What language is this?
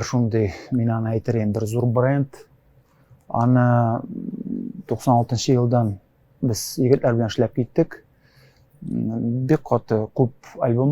Tatar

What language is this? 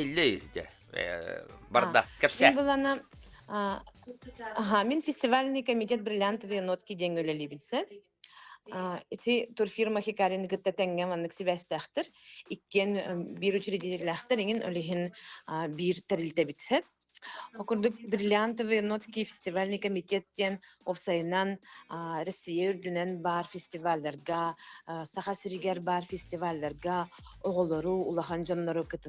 Yakut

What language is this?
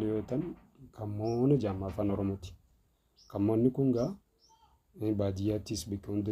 Oromo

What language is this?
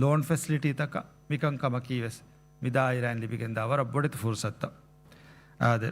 Divehi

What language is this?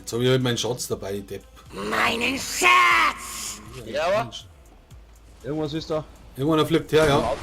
Bavarian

